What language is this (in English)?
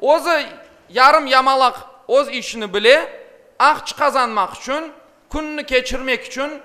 Crimean Tatar